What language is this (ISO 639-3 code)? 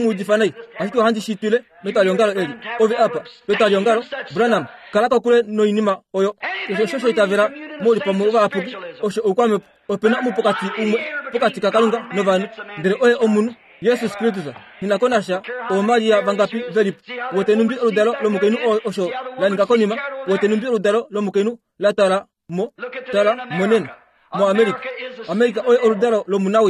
kua